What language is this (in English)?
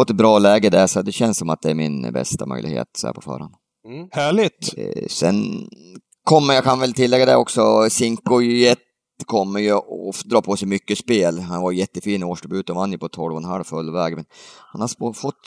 Swedish